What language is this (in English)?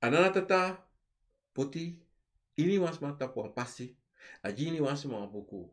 Sranan Tongo